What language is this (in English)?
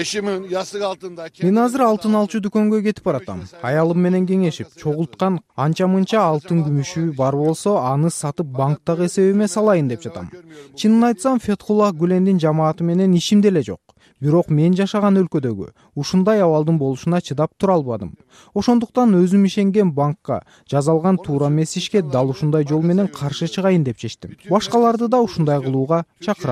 Kyrgyz